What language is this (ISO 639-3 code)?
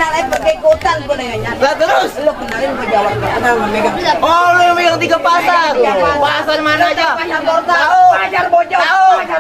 bew